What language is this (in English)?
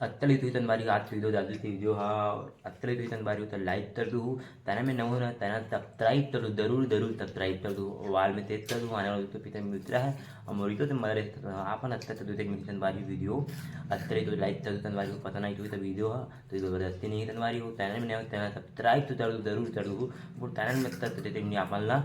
Chhattisgarhi